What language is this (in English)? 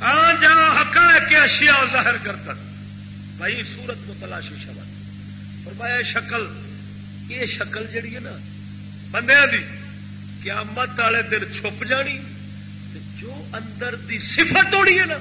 Saraiki